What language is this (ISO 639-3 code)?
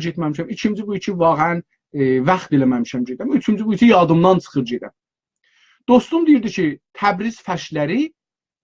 azb